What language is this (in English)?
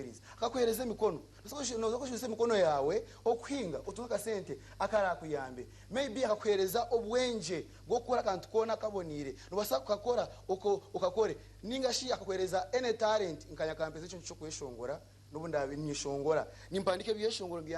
Nyankole